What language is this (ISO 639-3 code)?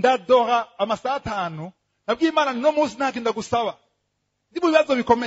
run